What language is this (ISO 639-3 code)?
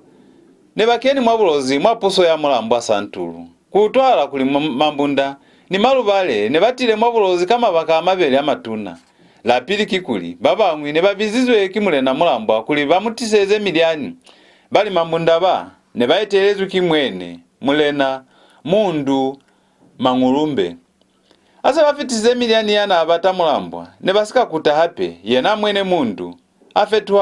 loz